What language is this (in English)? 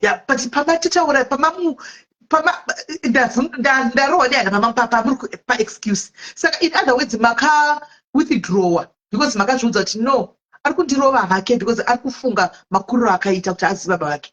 Shona